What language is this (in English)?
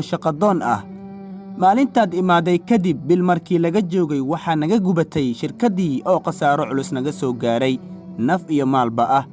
Somali